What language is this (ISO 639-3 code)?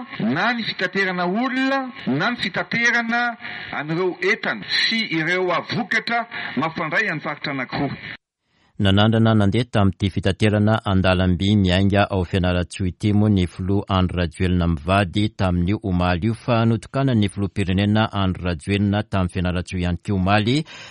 mlg